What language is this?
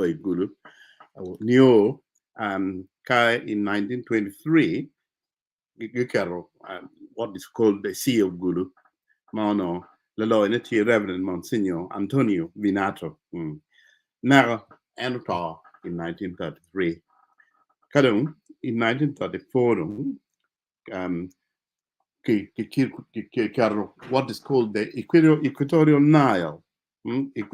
Acoli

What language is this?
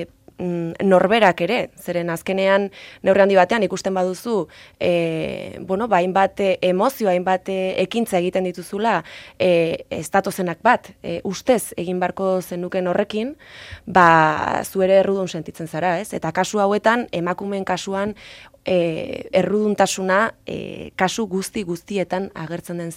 Basque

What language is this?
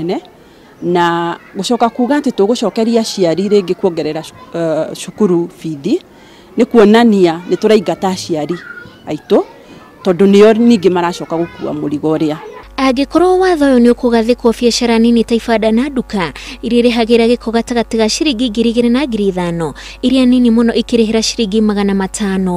Kikuyu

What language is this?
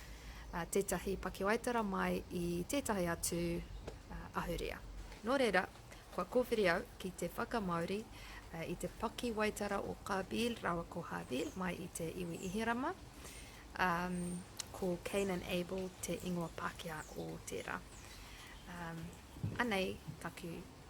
Māori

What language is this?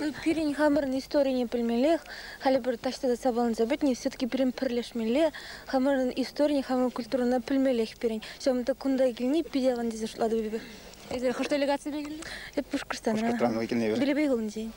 Chuvash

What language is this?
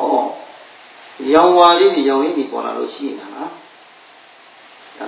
Burmese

